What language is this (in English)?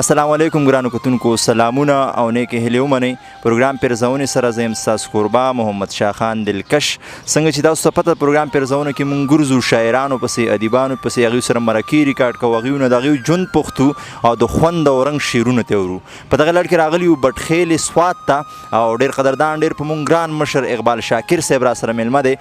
Pashto